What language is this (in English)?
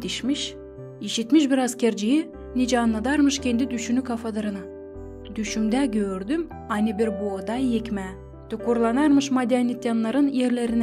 Gagauz